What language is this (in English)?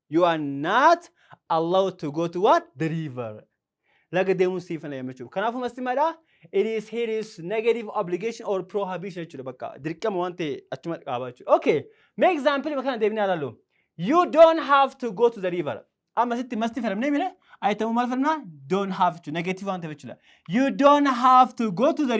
Oromo